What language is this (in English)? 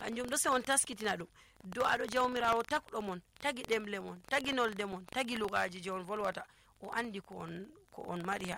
Nigerian Fulfulde